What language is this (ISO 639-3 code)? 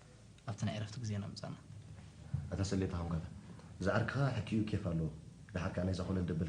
tir